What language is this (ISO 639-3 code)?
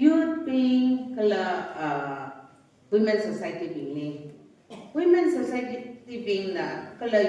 nmf